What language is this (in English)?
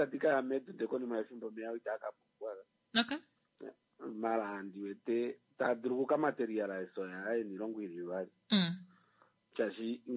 Kuanyama